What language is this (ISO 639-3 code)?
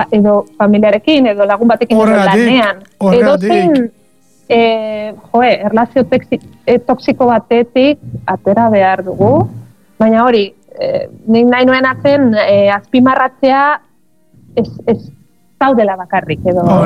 eus